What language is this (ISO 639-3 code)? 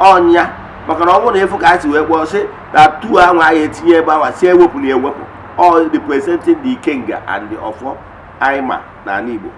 ibo